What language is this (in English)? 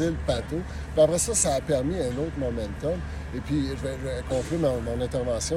French